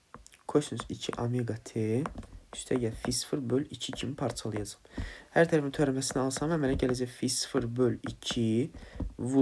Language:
Azerbaijani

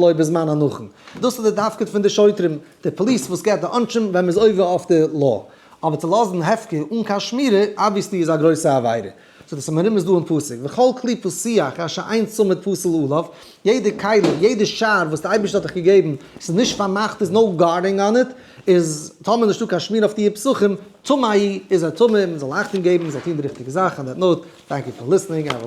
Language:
Yiddish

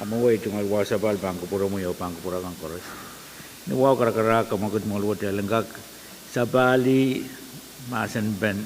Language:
Pohnpeian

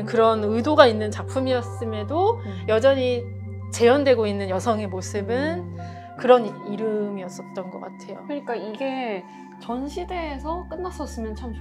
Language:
Korean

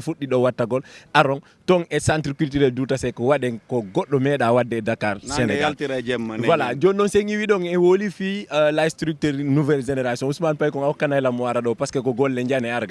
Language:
Fula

